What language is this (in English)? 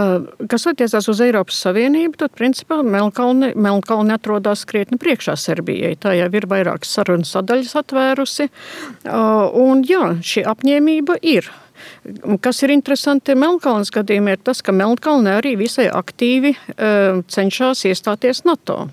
Latvian